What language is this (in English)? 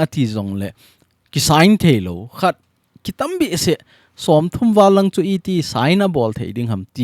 Thado Chin